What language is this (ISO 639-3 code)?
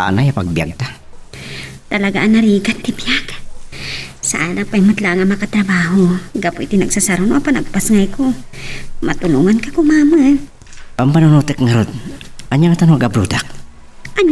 ilo